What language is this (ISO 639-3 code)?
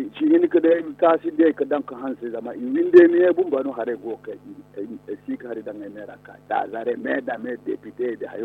dje